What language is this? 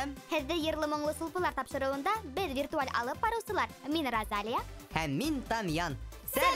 Bashkir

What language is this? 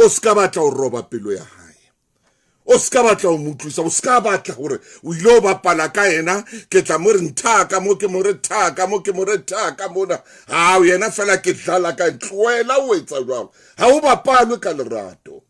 Southern Sotho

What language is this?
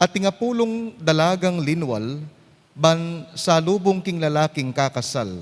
Pampanga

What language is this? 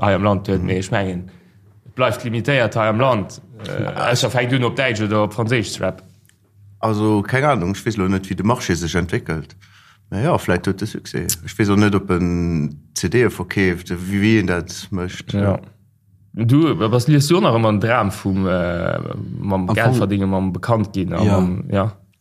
Luxembourgish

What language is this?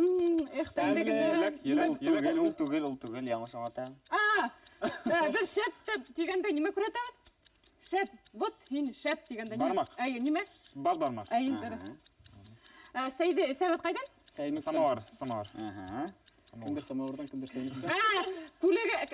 Bashkir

